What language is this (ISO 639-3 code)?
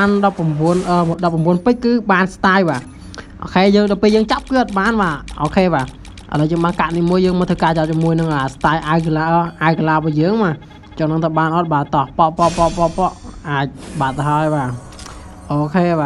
khm